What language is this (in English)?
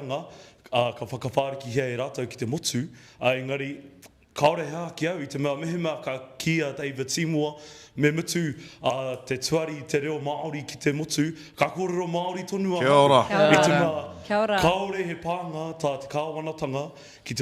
Māori